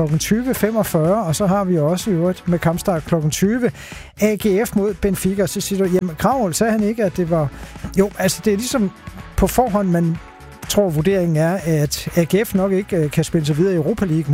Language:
Danish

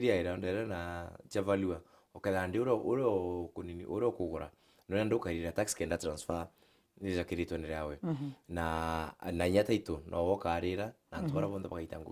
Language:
Meru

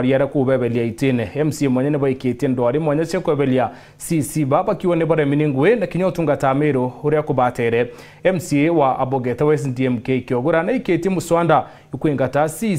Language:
Meru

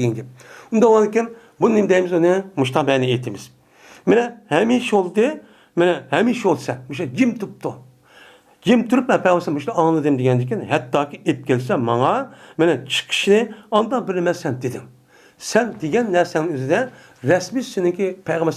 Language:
Uyghur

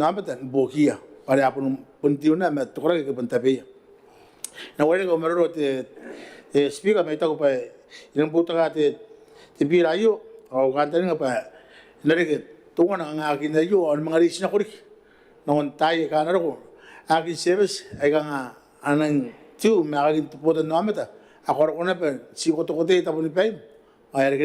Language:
Gilbertese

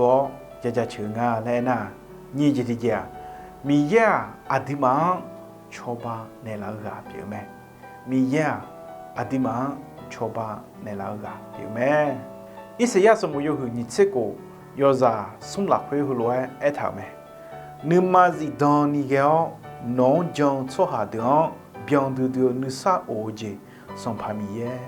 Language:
Akha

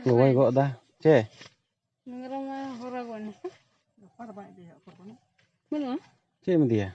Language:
Santali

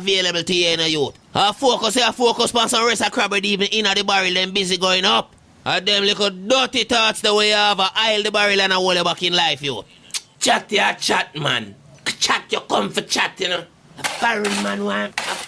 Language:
Jamaican Creole English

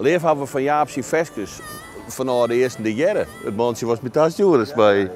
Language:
Western Frisian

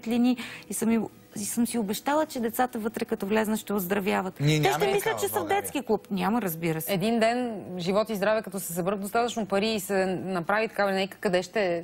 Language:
Bulgarian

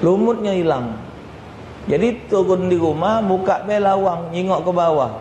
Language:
Musi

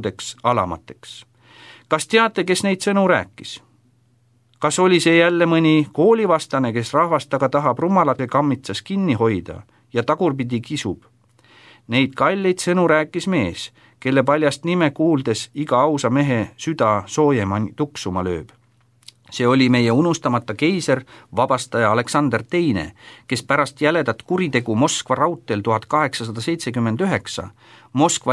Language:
Estonian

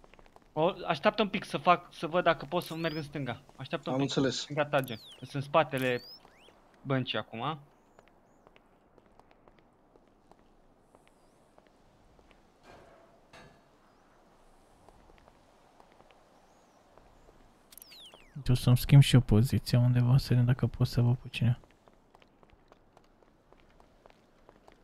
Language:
Romanian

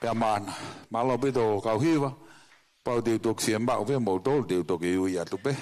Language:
Tongan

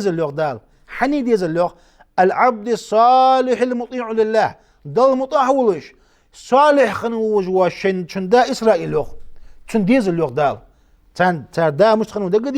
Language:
Ingush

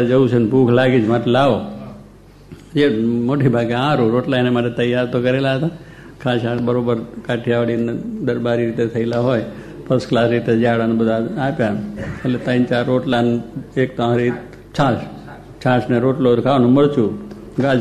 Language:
Gujarati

